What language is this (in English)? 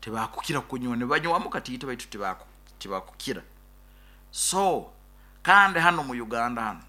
Nyoro